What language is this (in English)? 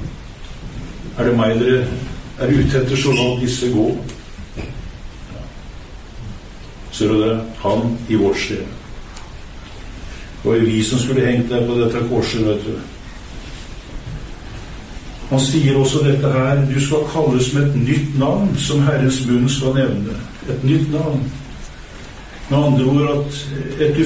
Norwegian